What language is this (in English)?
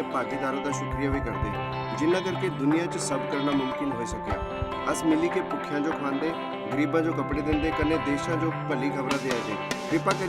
Dogri